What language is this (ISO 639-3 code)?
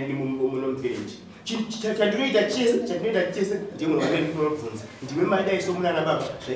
sna